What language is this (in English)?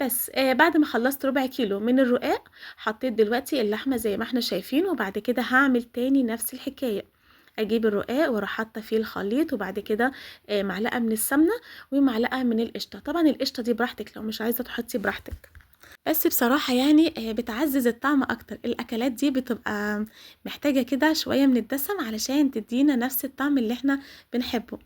Egyptian Arabic